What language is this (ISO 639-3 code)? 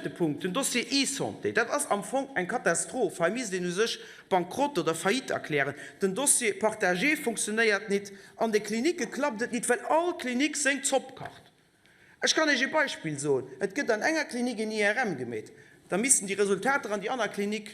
ltz